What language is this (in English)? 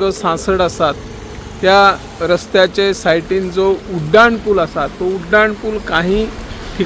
Konkani